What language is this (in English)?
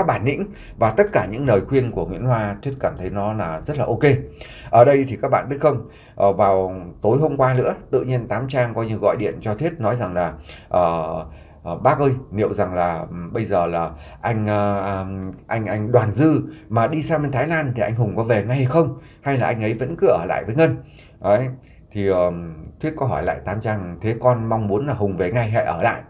Vietnamese